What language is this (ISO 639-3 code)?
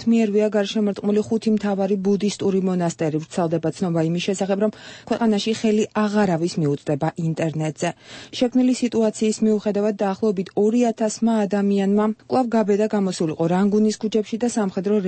kat